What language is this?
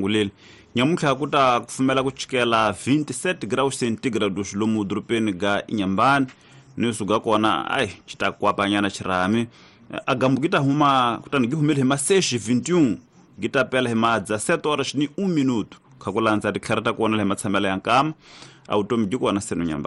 Tsonga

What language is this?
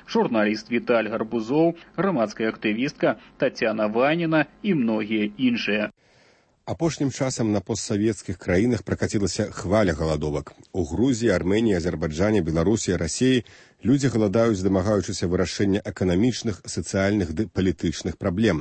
Belarusian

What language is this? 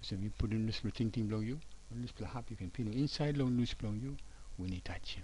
Tok Pisin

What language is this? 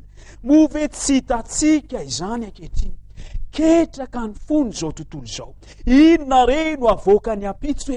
Malagasy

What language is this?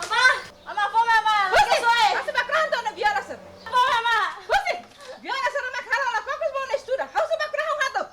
Tetum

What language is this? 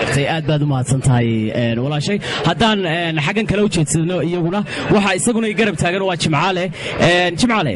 Somali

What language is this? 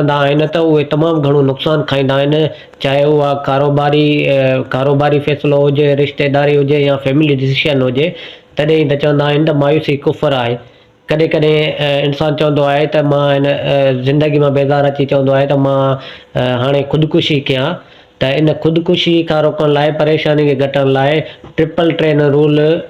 Sindhi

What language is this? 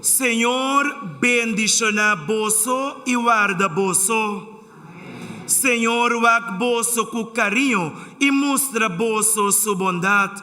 Papiamento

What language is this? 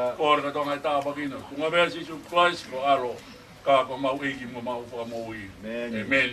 Tongan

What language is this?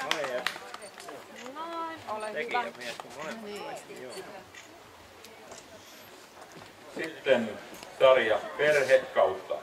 Finnish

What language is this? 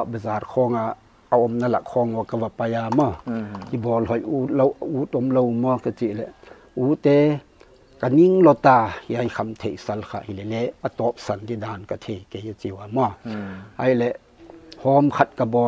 Paite Chin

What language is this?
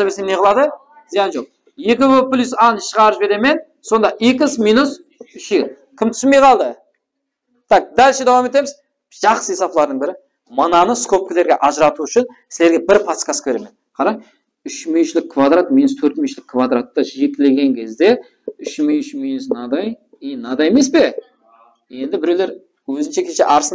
Kara-Kalpak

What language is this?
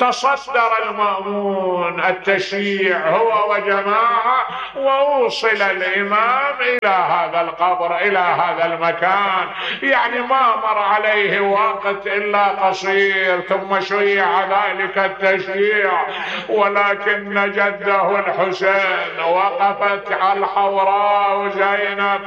Mesopotamian Arabic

